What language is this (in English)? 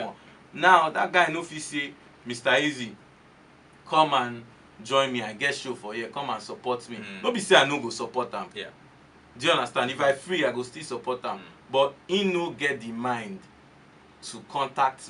Nigerian Pidgin